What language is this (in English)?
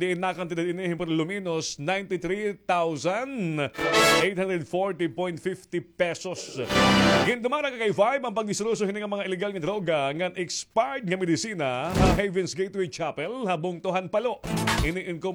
Waray